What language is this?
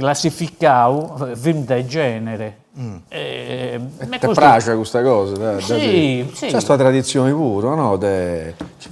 Sardinian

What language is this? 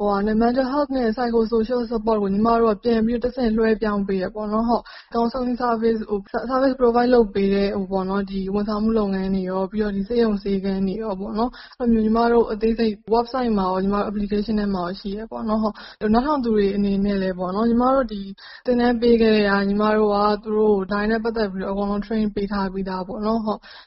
Burmese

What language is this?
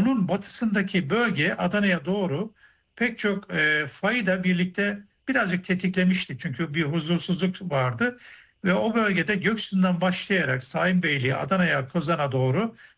Turkish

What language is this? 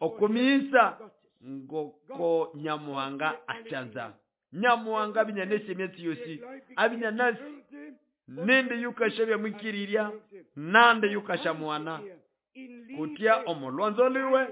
Nande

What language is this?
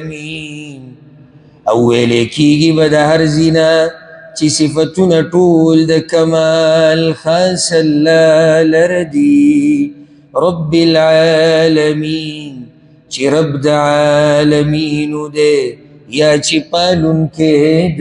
Pashto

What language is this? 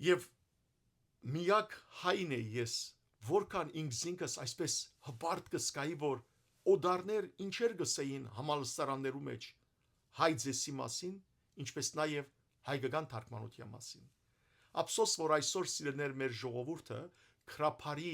Western Armenian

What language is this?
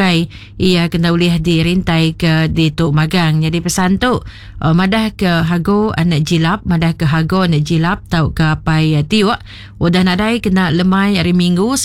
Iban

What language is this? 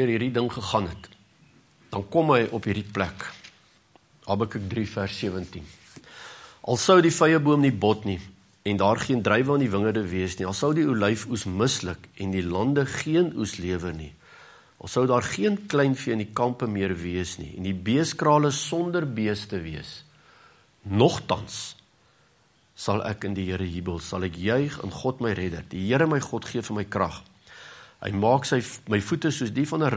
Afrikaans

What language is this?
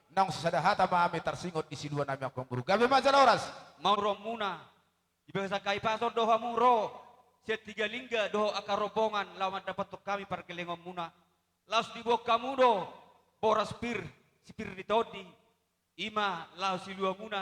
Batak Toba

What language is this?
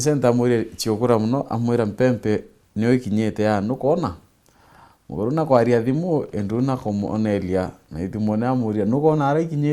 Meru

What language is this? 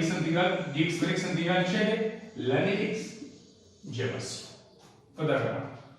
Pashto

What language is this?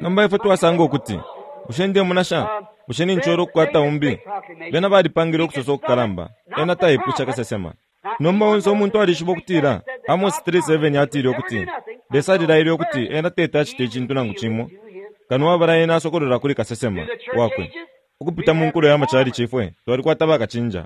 Bemba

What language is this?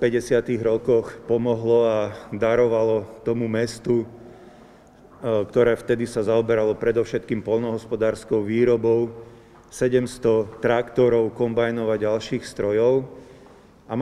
Slovak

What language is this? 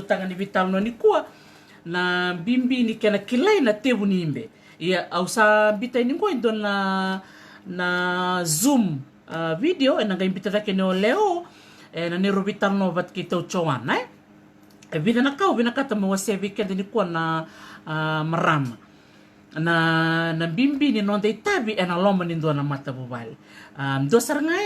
Fijian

